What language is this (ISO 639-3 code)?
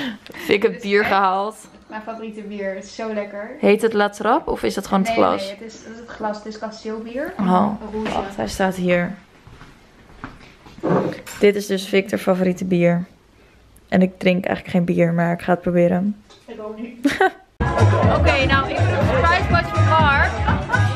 nld